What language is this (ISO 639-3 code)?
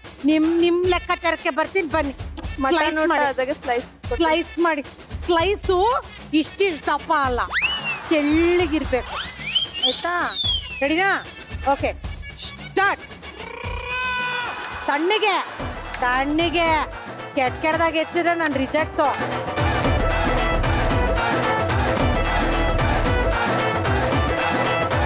kan